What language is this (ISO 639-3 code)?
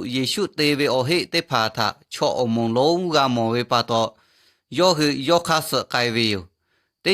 lhu